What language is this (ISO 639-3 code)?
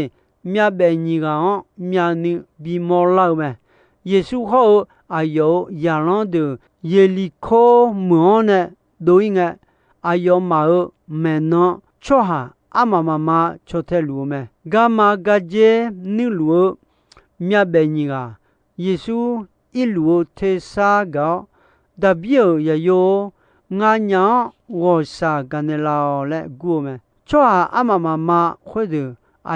ahk